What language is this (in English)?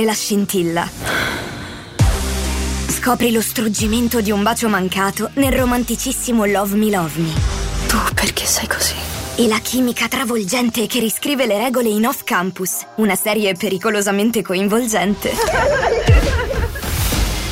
Italian